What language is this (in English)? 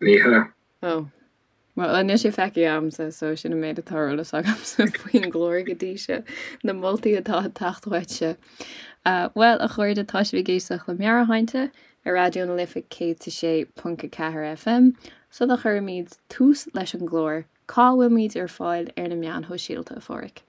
Irish